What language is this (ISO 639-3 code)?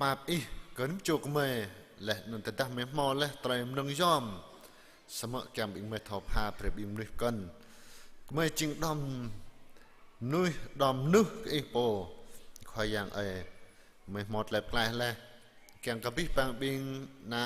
jra